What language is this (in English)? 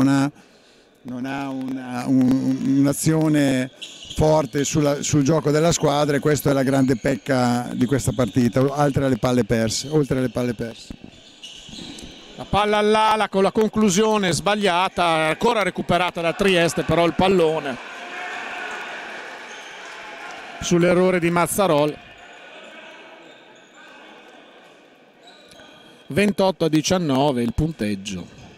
Italian